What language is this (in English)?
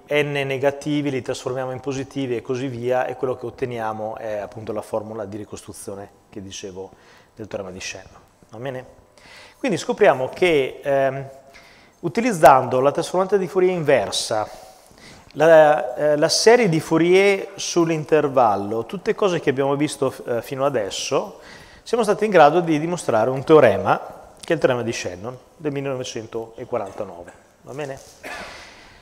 Italian